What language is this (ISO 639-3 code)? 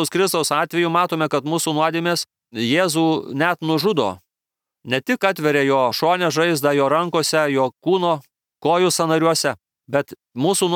lit